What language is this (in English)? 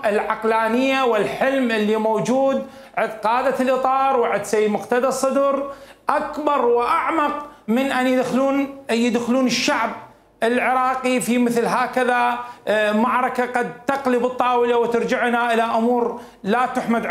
Mesopotamian Arabic